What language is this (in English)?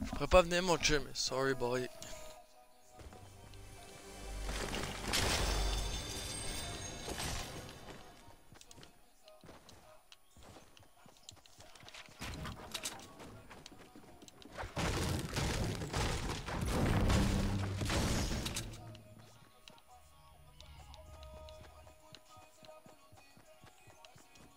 French